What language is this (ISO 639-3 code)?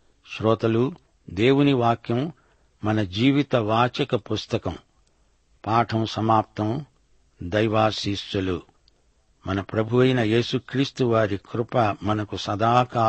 tel